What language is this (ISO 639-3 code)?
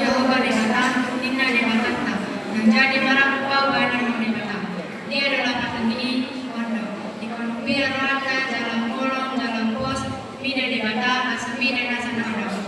bbc